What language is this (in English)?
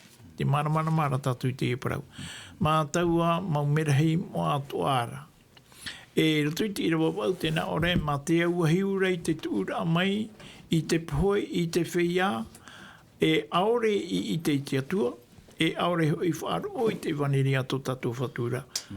Tahitian